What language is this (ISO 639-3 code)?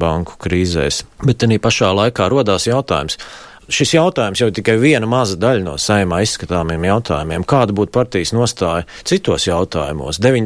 lav